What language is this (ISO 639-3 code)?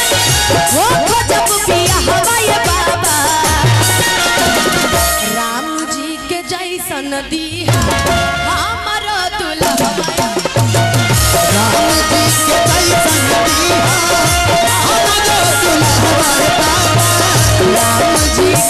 bho